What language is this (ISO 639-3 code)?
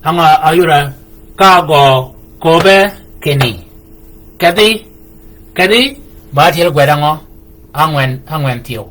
shk